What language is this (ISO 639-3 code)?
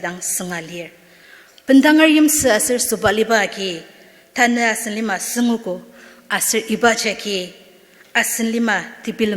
njo